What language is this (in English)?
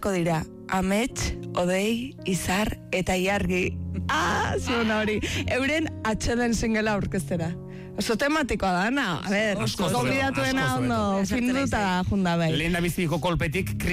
Basque